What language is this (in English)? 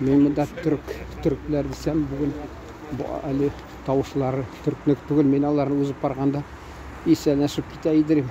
Tatar